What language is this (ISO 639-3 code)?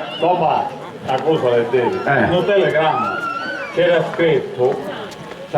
scn